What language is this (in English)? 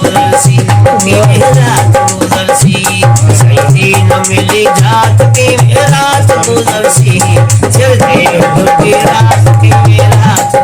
Saraiki